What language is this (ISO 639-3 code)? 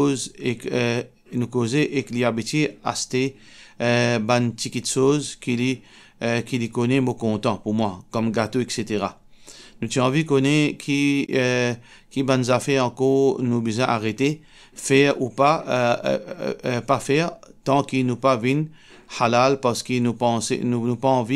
mfe